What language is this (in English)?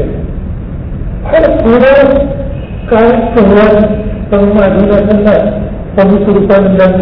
Marathi